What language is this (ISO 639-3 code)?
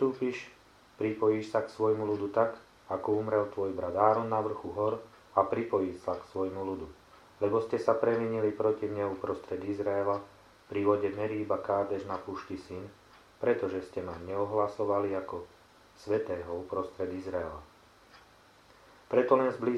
slk